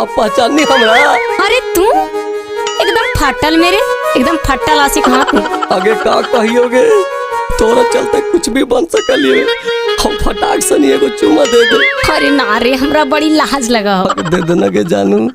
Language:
Magahi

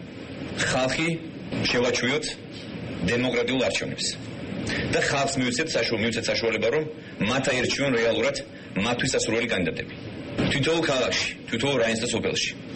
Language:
Georgian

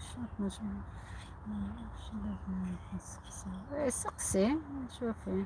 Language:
Algerian Arabic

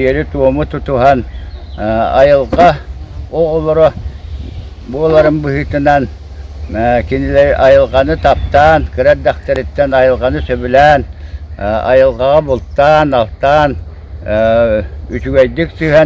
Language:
Yakut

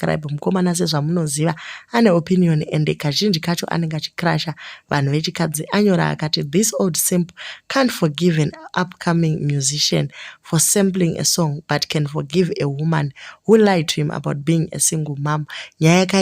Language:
Shona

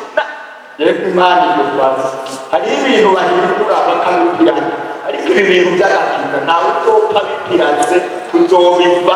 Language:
Rundi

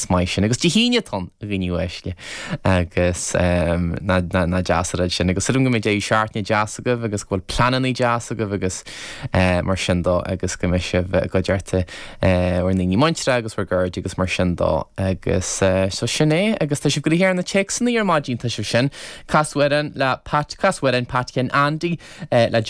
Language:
Irish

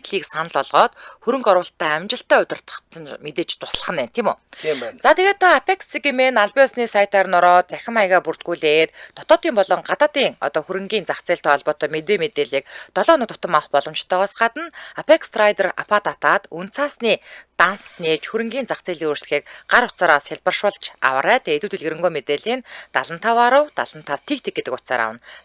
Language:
Mongolian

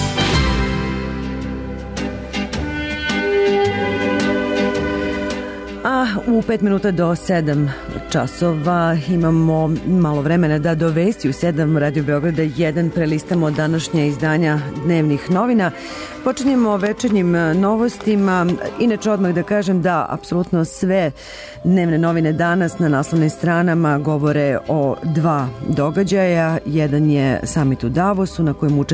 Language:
Serbian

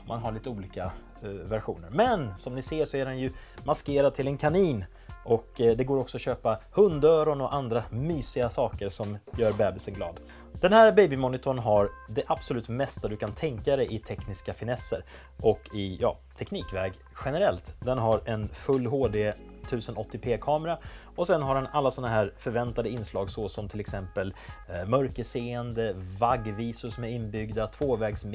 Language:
Swedish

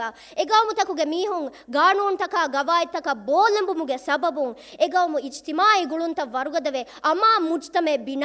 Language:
Divehi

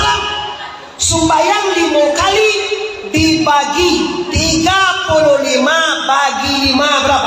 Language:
Minangkabau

